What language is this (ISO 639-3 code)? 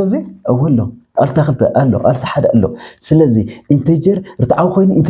tir